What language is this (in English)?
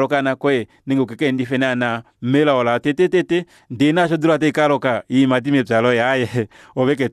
Kuanyama